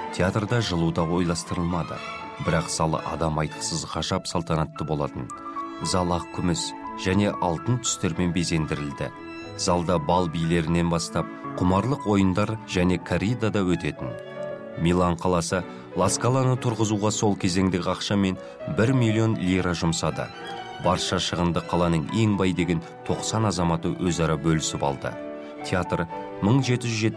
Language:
Kazakh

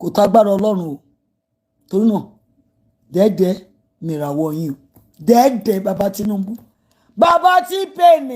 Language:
Yoruba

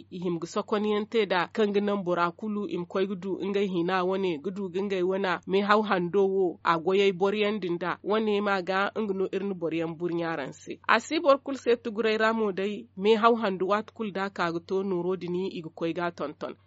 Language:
Zarma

